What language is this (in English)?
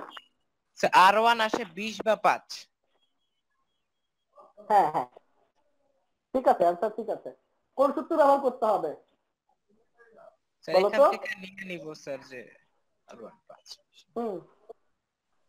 Bangla